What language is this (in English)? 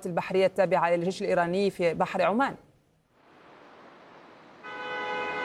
Arabic